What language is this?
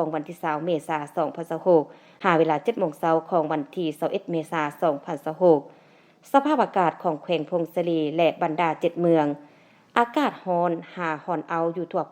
Lao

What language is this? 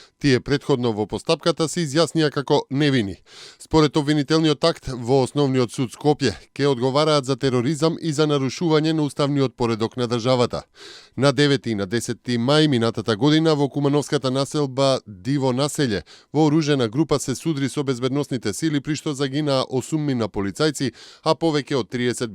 Macedonian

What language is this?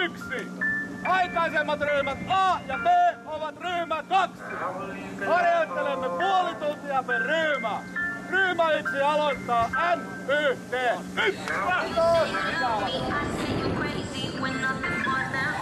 Finnish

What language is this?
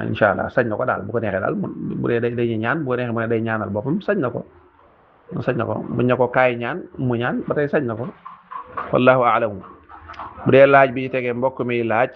Wolof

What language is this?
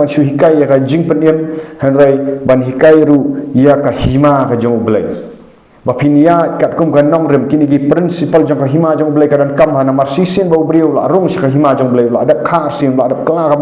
Khasi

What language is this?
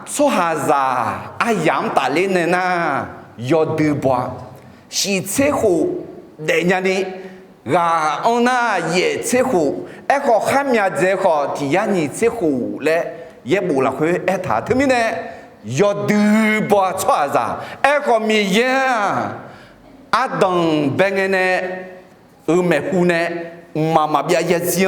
Akha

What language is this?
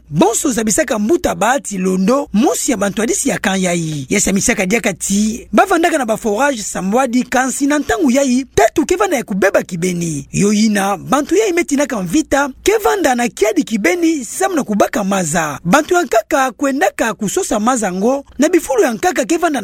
Kituba (Democratic Republic of Congo)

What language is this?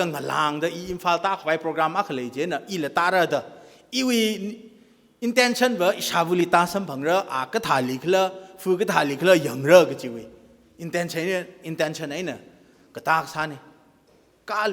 Tangkhul Naga (India)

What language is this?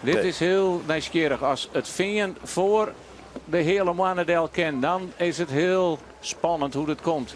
Western Frisian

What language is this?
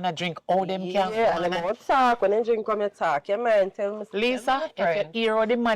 Jamaican Creole English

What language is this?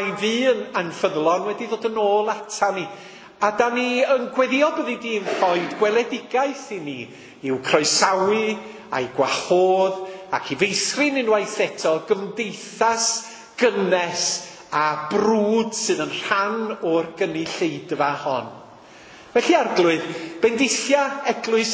Welsh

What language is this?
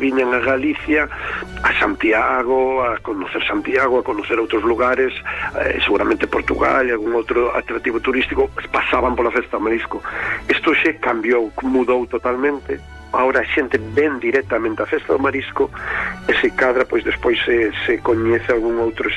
Galician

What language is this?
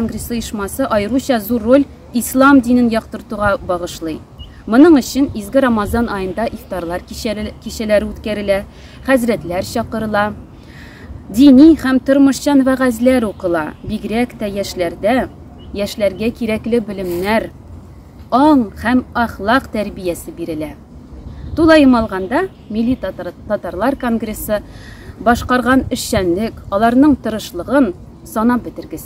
Tatar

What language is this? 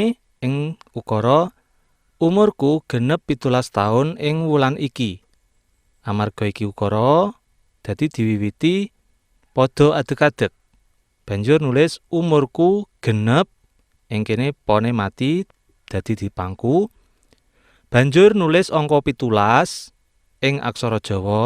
Javanese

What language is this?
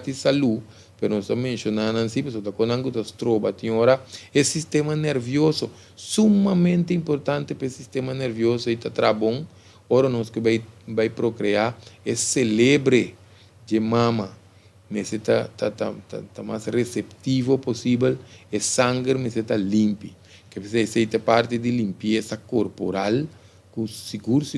Papiamento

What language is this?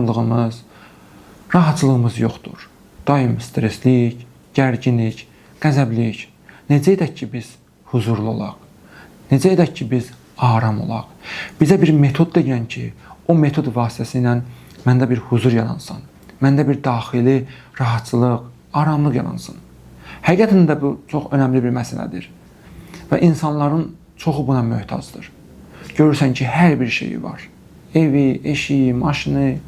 Azerbaijani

